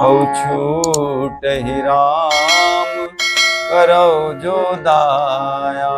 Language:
Chhattisgarhi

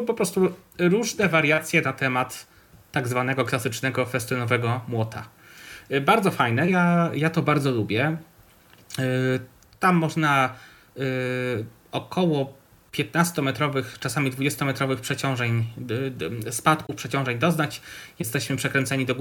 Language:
Polish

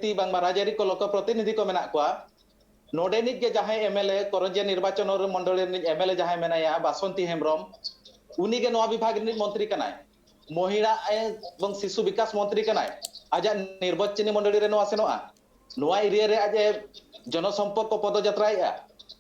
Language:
Santali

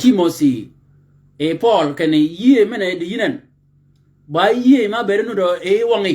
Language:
Shilluk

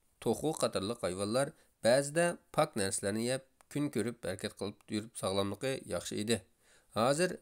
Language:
Uyghur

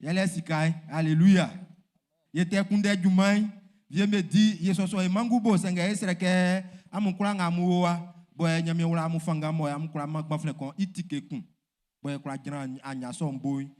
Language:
Baoulé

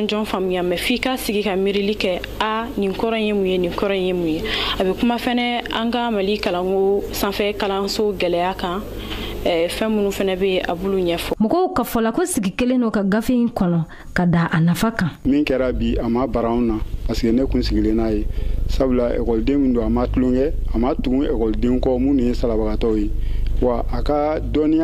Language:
Bambara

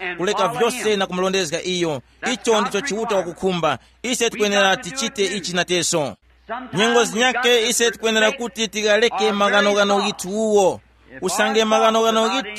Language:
Tumbuka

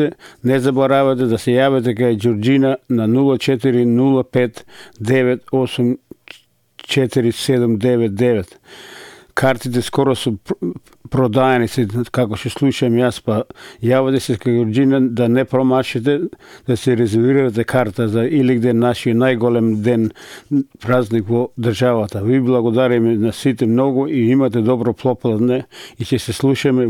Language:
Macedonian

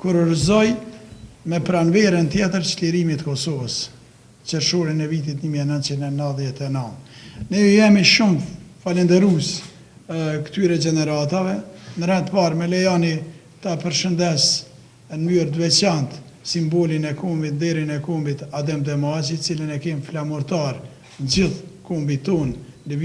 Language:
Albanian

